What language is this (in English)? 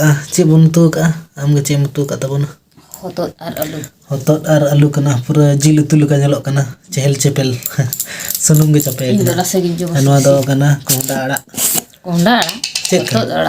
Santali